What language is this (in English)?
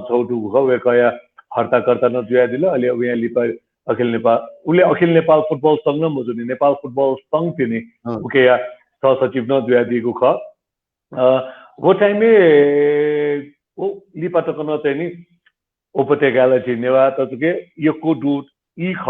Newari